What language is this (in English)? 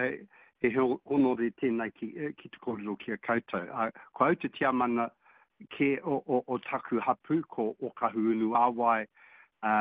Māori